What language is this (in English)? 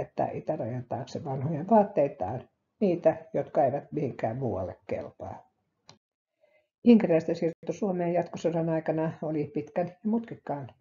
Finnish